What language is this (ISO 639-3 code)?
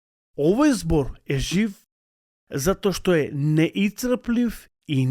mkd